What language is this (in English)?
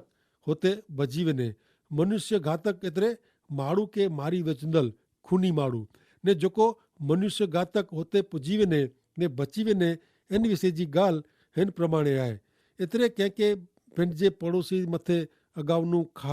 Kachhi